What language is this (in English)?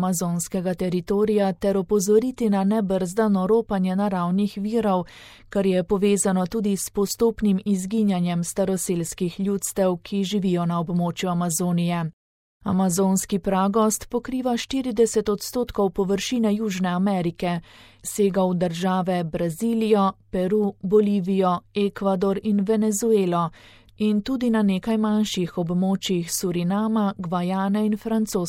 Slovenian